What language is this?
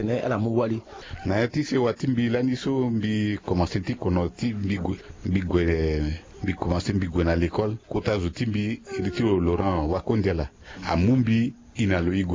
Sango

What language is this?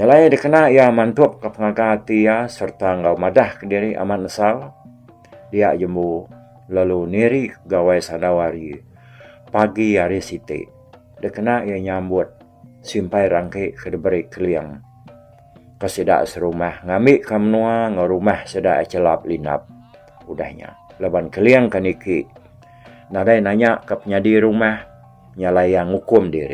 Iban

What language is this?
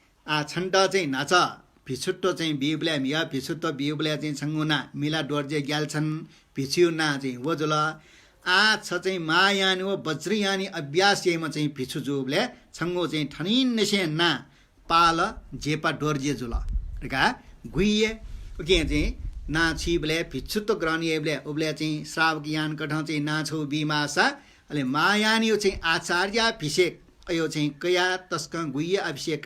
Newari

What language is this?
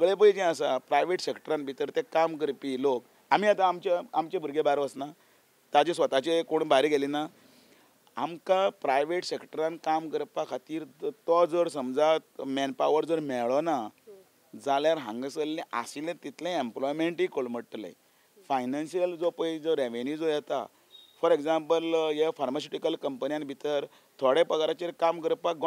Konkani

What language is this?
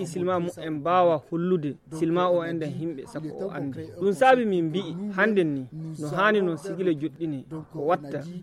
Nigerian Fulfulde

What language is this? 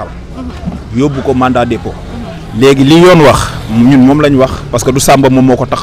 Wolof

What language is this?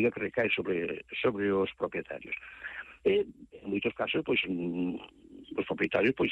Galician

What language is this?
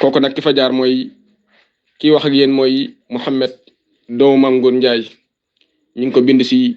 Wolof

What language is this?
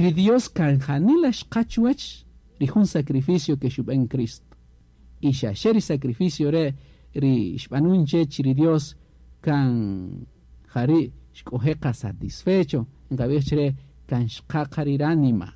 Kaqchikel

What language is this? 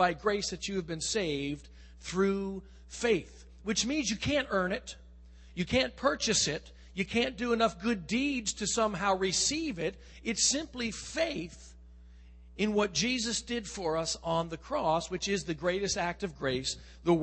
English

